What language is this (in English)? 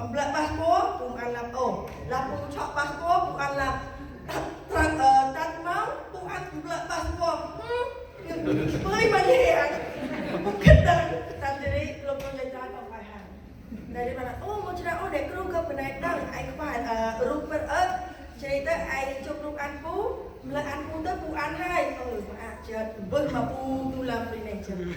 Central Mnong